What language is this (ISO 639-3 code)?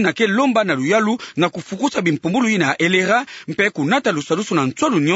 ktu